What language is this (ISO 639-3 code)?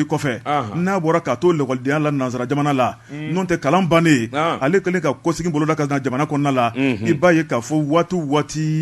bam